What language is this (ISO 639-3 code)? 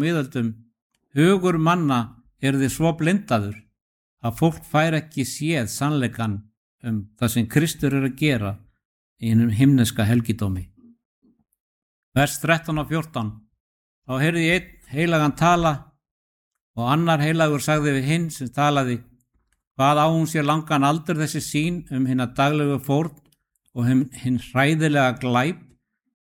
isl